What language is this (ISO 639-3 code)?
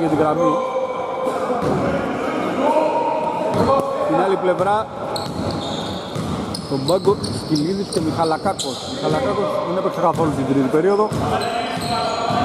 ell